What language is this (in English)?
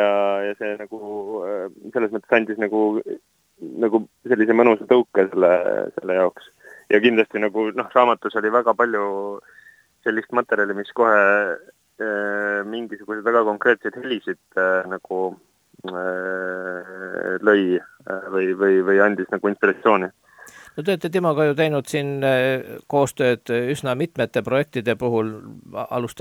Estonian